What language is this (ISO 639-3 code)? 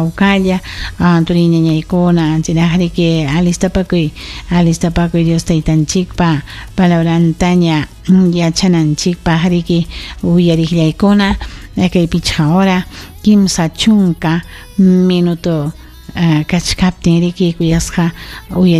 quy